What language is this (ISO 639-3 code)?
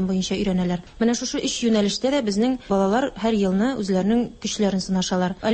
tat